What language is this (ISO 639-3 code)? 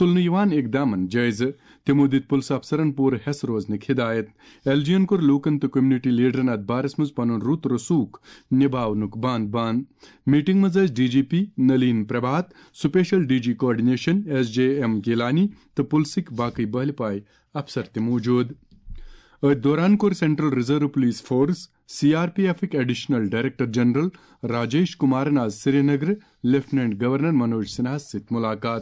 kas